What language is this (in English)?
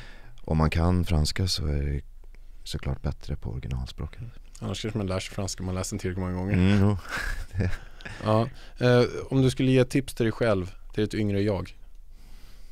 Swedish